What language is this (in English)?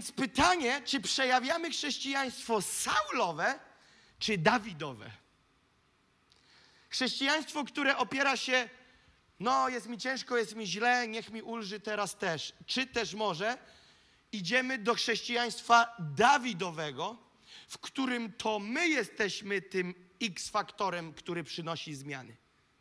Polish